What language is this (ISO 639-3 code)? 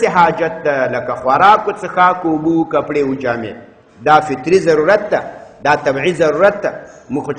pus